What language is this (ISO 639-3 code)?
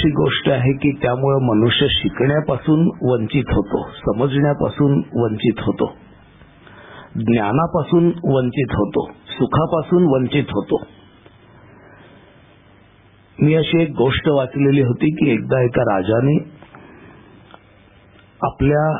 mar